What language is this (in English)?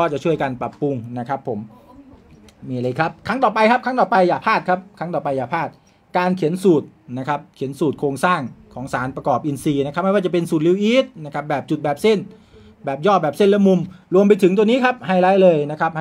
Thai